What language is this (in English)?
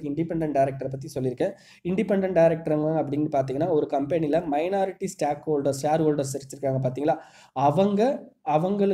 Tamil